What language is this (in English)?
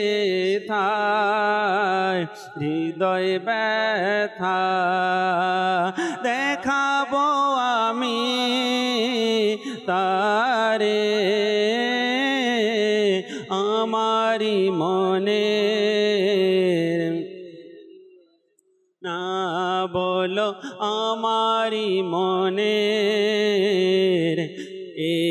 Bangla